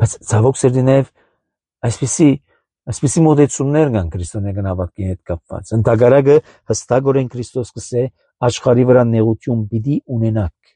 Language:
Armenian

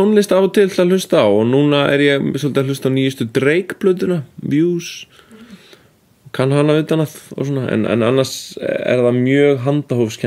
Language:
Icelandic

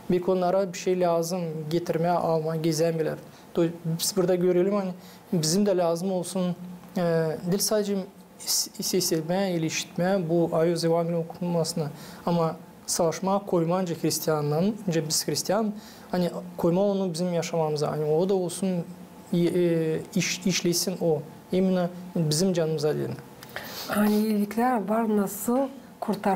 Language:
Gagauz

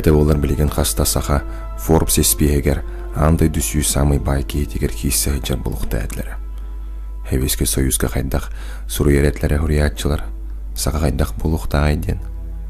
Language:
Yakut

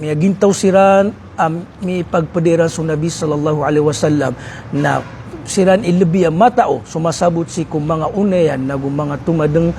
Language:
Maranao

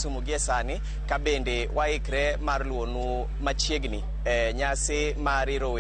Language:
Luo (Kenya and Tanzania)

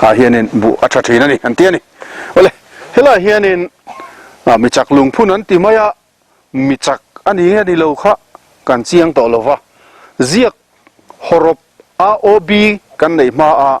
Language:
Mizo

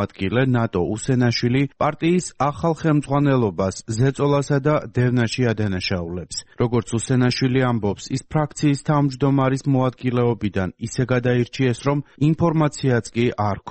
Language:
Georgian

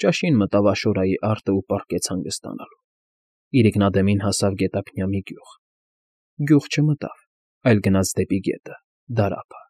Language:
Armenian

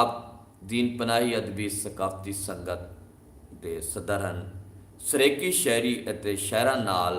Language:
Saraiki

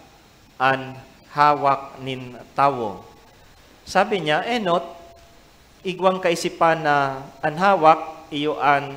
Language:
Bikol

